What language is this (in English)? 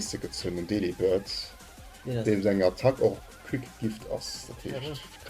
Luxembourgish